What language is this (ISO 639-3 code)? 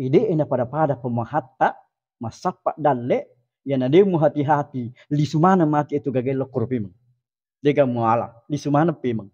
bug